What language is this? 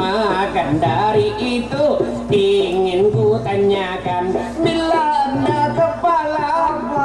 Banjar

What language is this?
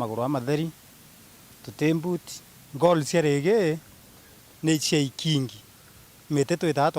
Meru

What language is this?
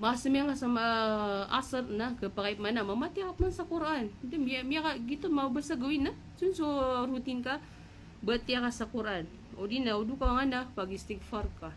Maranao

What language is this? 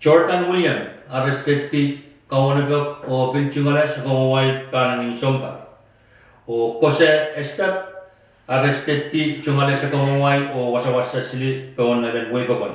Pohnpeian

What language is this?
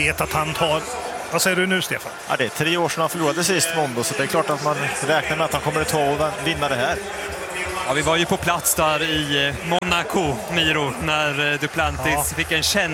Swedish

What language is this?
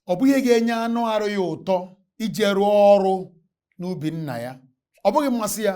Igbo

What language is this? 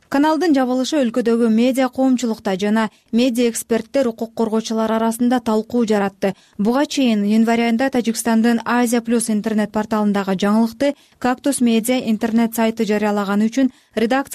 Kyrgyz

